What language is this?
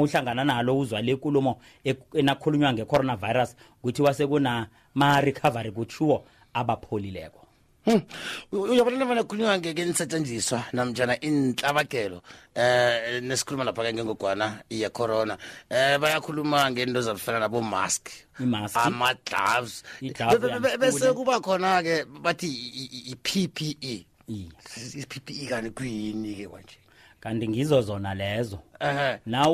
South Ndebele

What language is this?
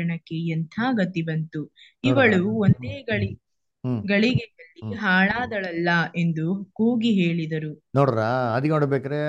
Kannada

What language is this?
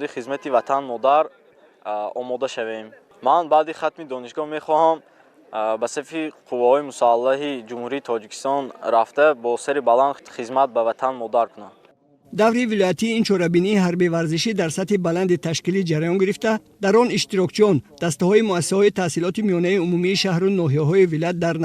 Tajik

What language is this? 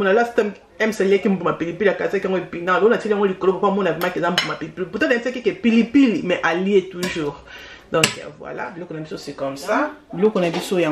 Lingala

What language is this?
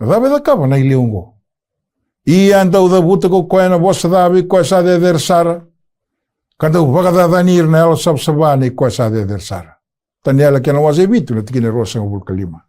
Fijian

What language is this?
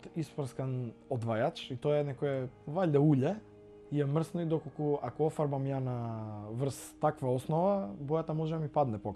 Macedonian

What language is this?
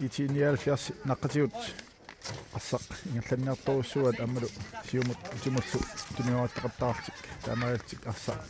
Kalaallisut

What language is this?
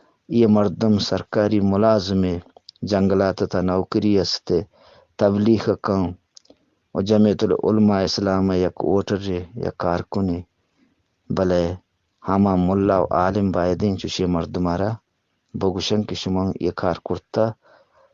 Eastern Balochi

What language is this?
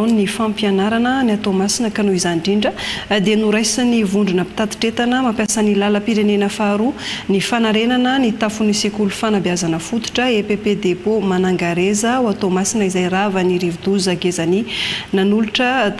Malagasy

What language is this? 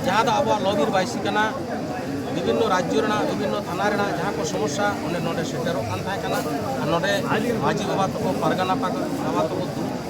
Santali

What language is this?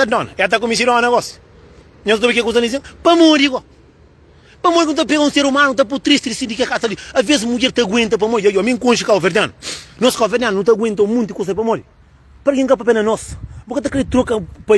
Kabuverdianu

